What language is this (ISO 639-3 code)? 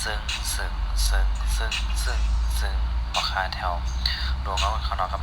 shn